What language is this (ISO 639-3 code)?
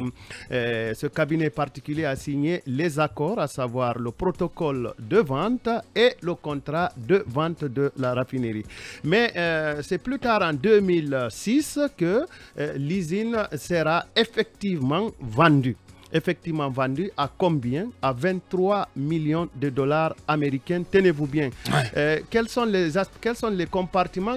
fra